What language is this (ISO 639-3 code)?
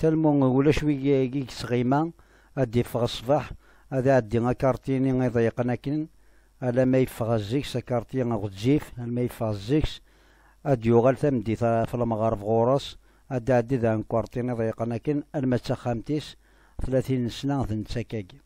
kab